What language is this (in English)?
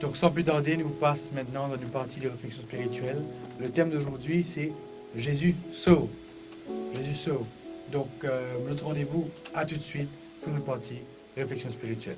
Morisyen